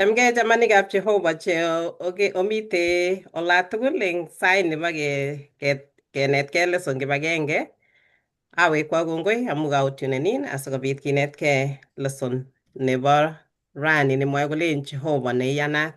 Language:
Kalenjin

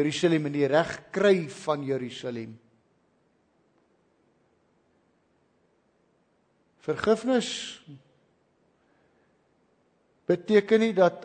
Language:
Afrikaans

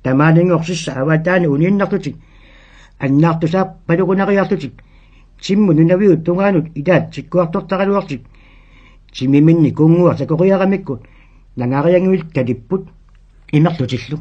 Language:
Kalaallisut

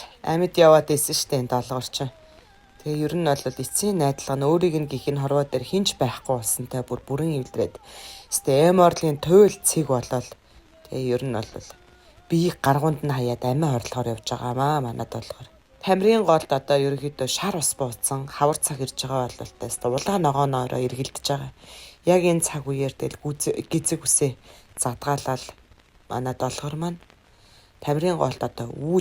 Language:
Mongolian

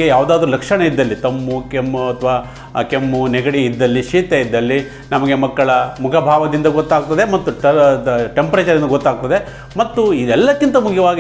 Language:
Kannada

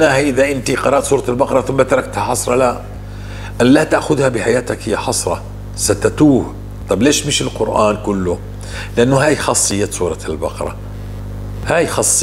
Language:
North Levantine Arabic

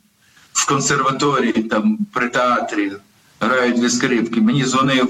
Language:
Ukrainian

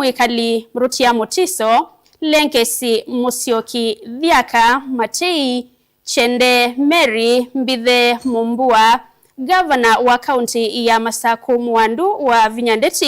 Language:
Kamba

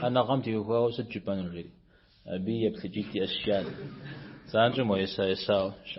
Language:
Kabardian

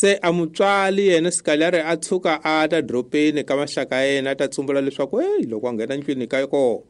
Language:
Tsonga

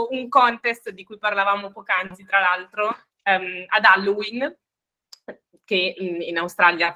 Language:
Italian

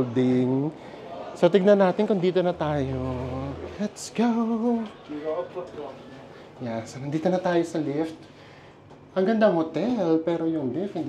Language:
Filipino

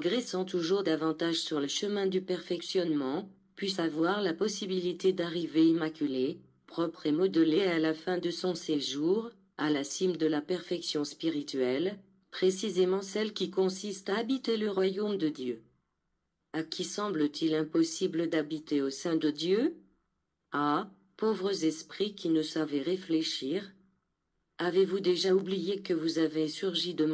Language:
French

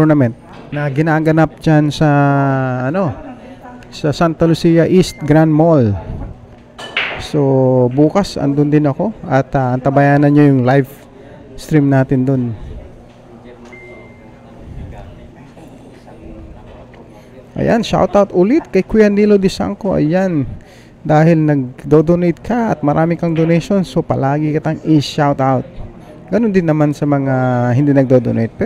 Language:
Filipino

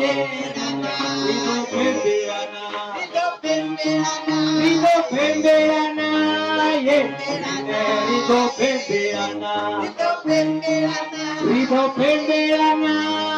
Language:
Venda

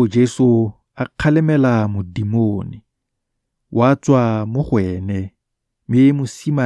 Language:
Tswana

